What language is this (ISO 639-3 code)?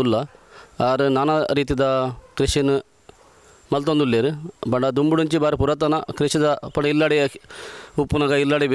tcy